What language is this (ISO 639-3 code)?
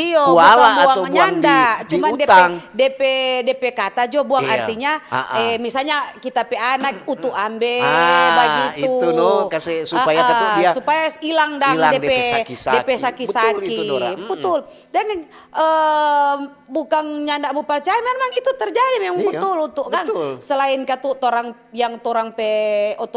xmm